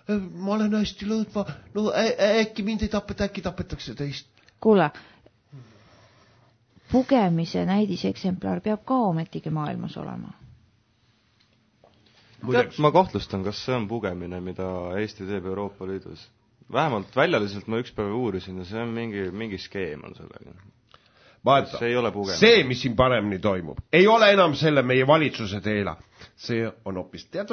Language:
Estonian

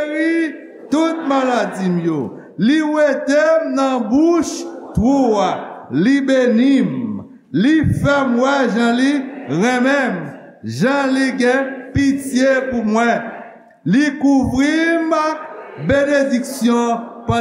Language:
Haitian Creole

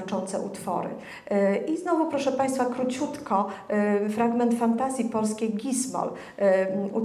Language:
Polish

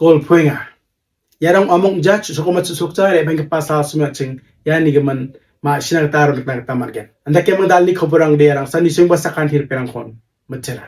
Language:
Garo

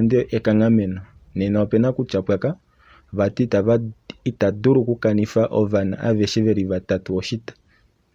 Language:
Kuanyama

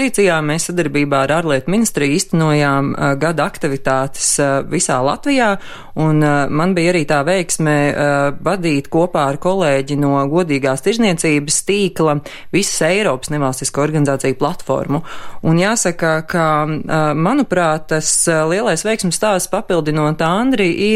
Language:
Latvian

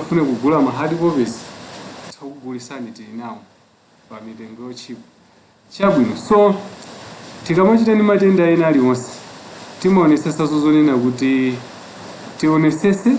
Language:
Nyanja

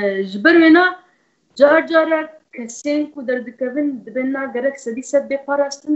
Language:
Kurdish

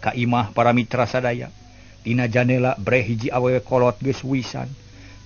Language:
Sundanese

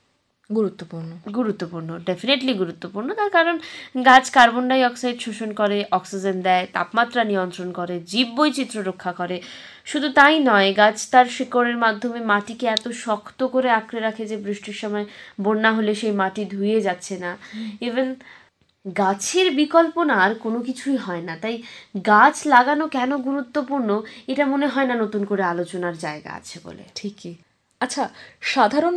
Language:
Bangla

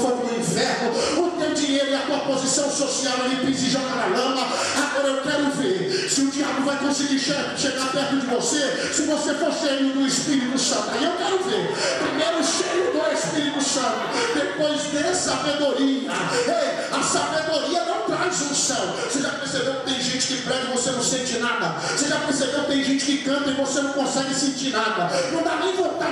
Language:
Portuguese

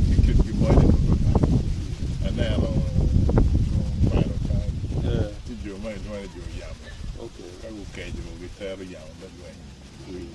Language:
Acoli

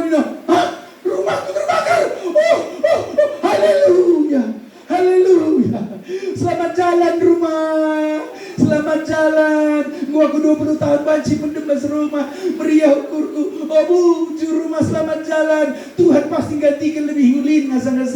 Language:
Batak Karo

